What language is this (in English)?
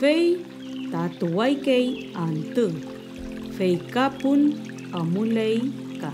Mapuche